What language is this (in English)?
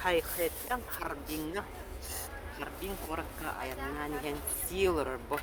Yakut